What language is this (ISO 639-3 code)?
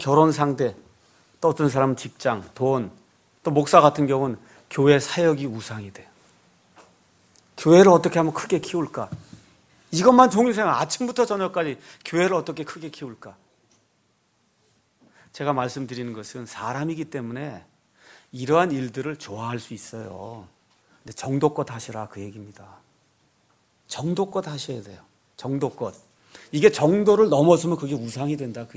kor